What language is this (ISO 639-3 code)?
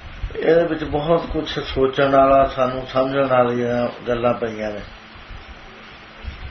pan